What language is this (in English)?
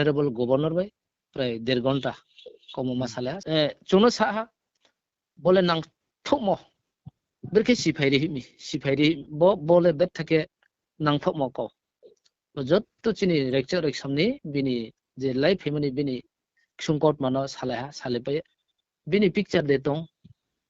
Riang (India)